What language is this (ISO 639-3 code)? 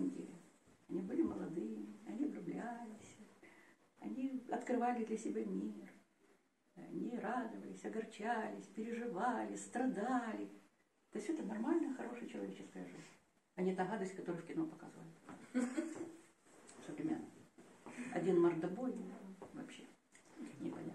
rus